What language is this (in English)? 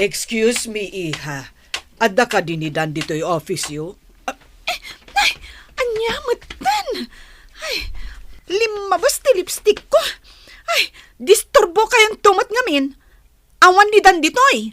Iloko